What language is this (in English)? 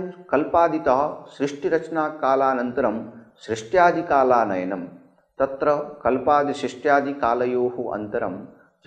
Sanskrit